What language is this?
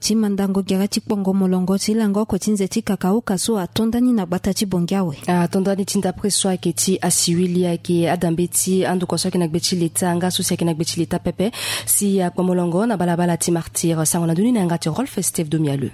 Sango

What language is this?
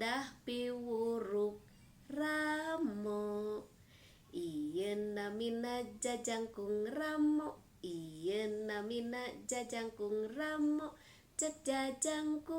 Sundanese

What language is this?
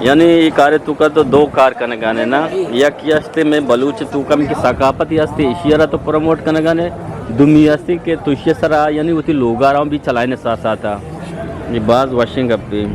Eastern Balochi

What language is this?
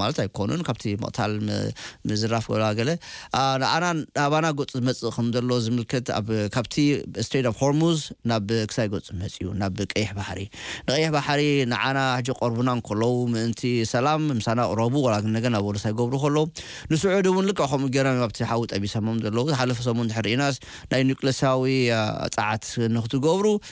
Tigrinya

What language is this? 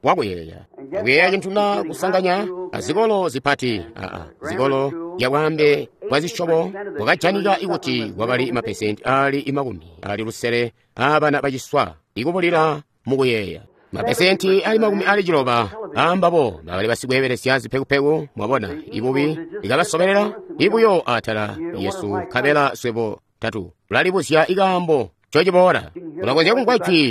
Tonga (Zambia)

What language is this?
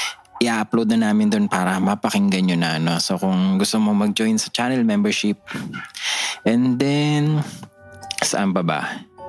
Filipino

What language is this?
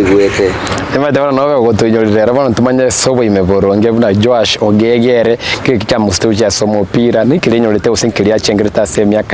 Gusii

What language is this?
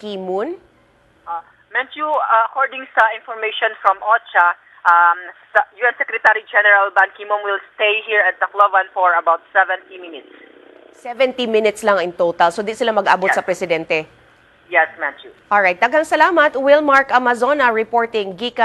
Cebuano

